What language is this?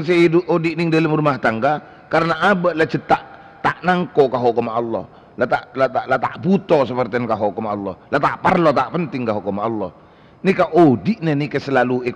Madurese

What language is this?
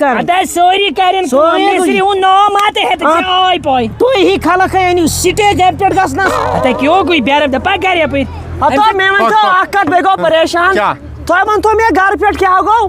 Kashmiri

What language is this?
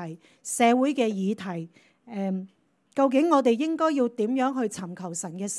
Cantonese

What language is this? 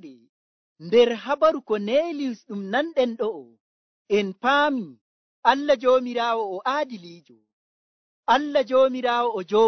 Nigerian Fulfulde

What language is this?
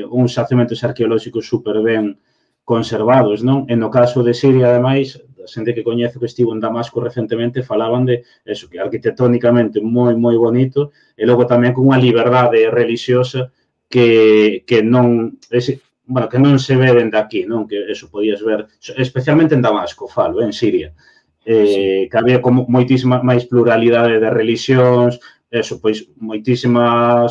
Galician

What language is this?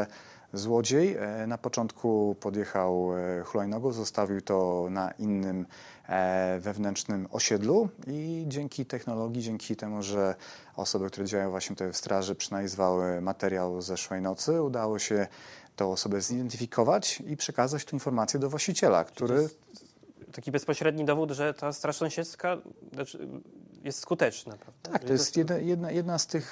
Polish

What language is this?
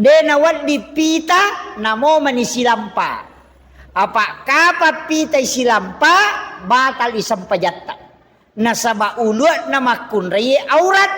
Buginese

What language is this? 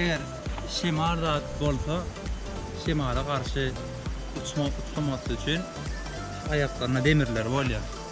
Turkmen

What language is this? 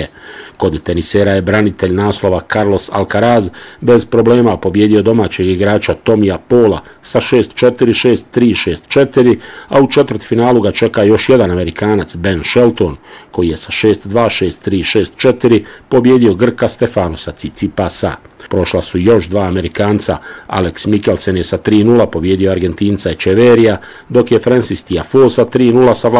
Bosnian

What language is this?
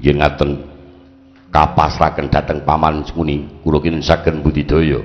Javanese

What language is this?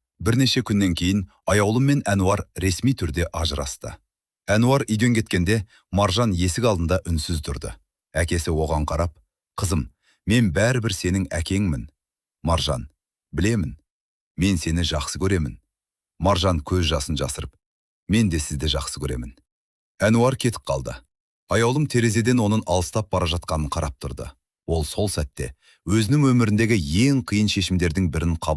Kazakh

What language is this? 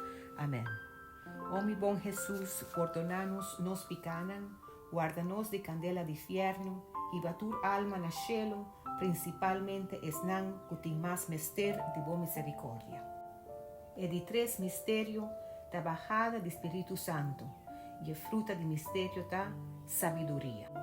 Papiamento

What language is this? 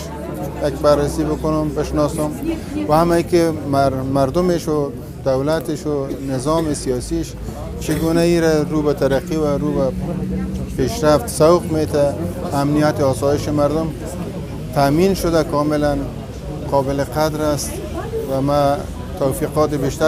Tajik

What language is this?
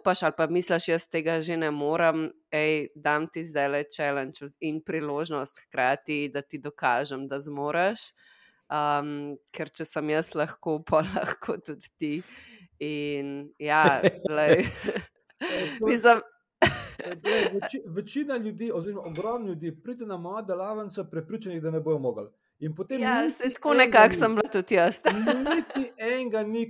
Slovenian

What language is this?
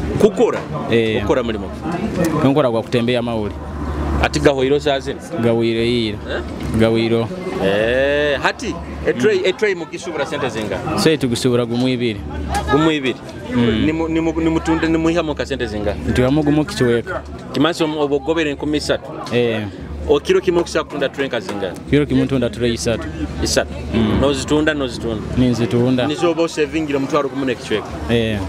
Nyoro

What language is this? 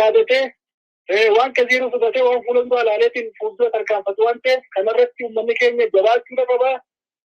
Oromo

